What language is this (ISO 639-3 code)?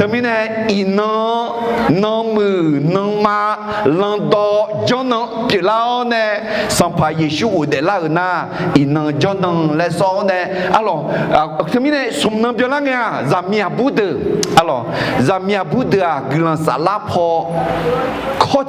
ahk